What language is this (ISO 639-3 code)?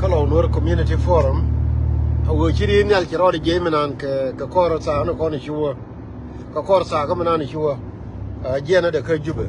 nus